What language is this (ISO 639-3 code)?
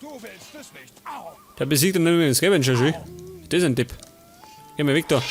bar